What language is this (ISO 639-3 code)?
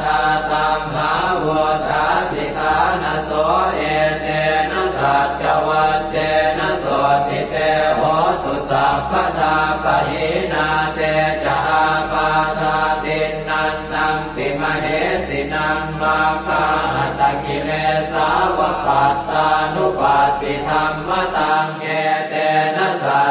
pli